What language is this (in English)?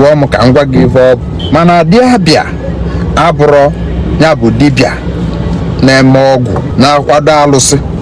Igbo